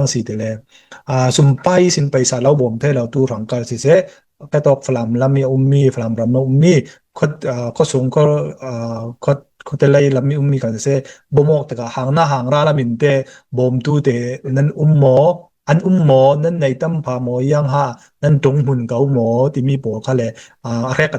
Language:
Falam Chin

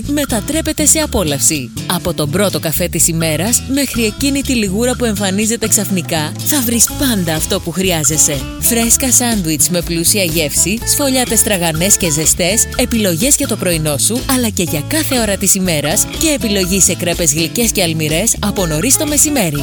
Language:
Greek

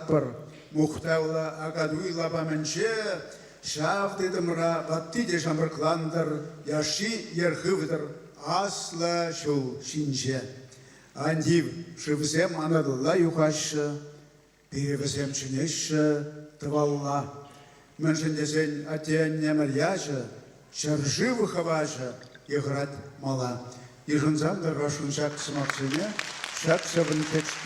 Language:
Chuvash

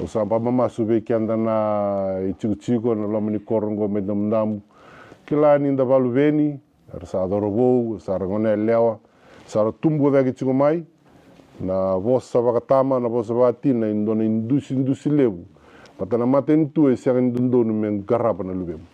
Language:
Fijian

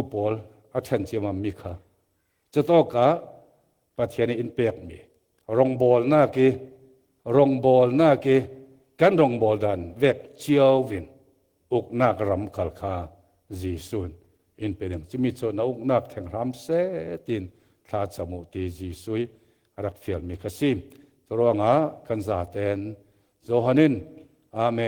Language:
Falam Chin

